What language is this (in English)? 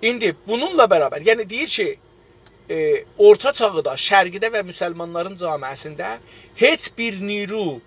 South Azerbaijani